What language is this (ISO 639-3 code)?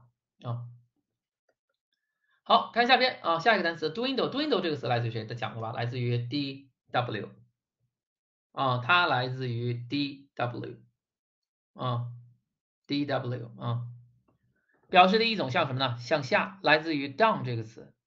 zho